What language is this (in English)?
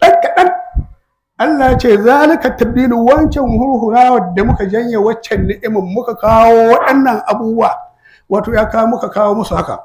Hausa